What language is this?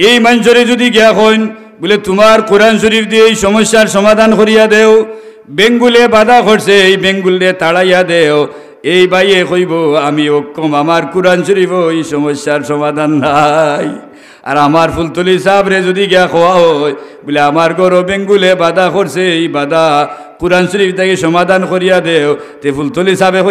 Sylheti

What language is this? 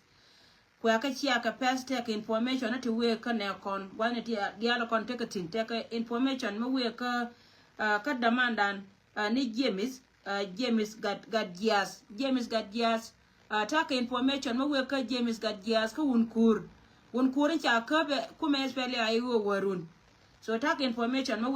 Nuer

